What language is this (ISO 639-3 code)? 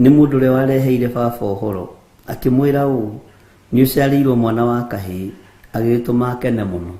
kik